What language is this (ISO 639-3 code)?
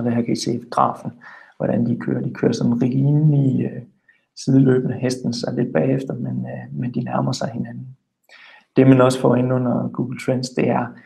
dan